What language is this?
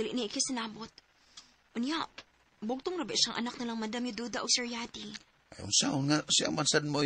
Cebuano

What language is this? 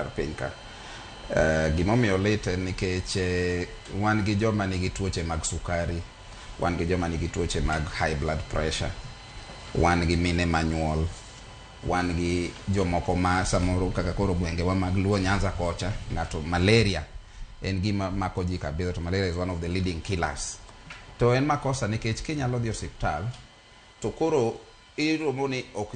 Luo (Kenya and Tanzania)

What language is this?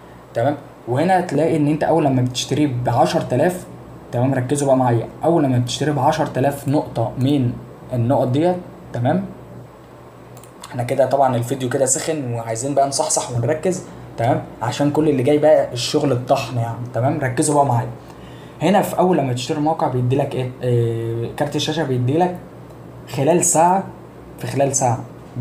Egyptian Arabic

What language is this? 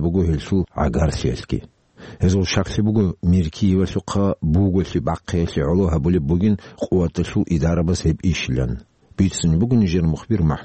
Avaric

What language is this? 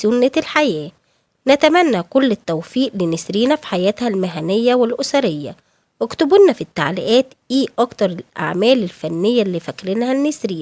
Egyptian Arabic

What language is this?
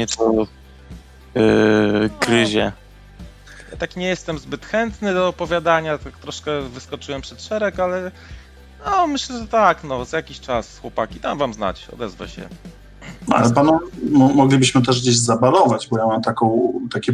Polish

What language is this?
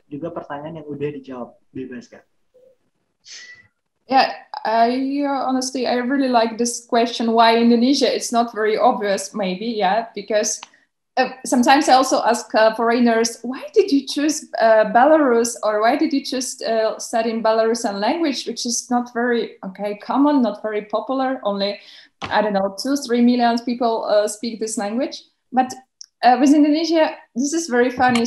Indonesian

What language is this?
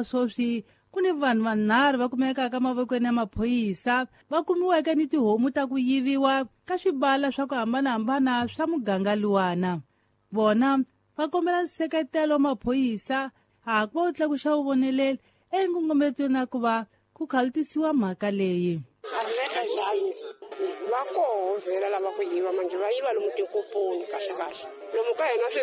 Tsonga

